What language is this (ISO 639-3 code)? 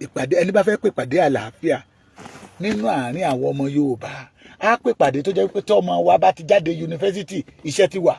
yor